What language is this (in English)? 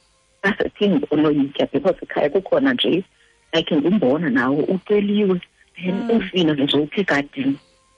Xhosa